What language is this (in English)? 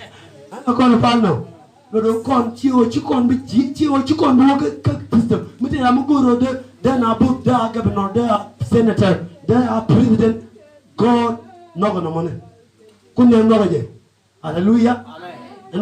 Nuer